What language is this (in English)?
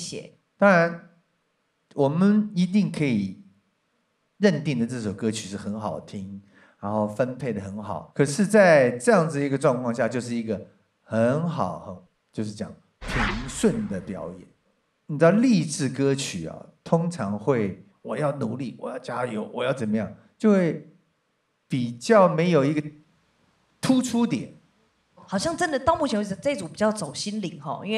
Chinese